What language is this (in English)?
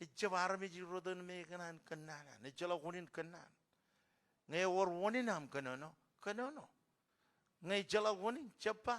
Marshallese